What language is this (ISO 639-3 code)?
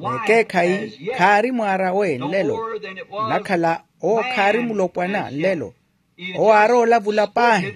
vmw